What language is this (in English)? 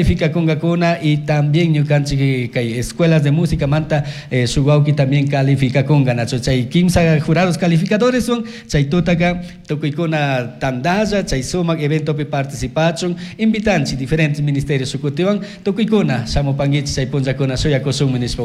Chimborazo Highland Quichua